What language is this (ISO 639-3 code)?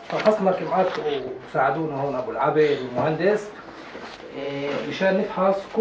apc